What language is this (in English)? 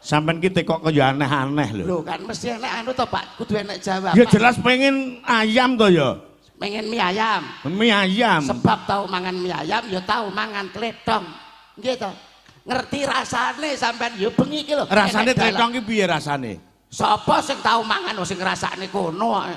Javanese